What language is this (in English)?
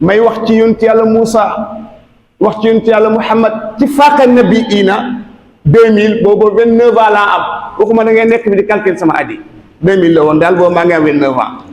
Wolof